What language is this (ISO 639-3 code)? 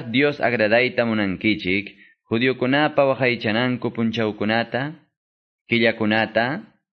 que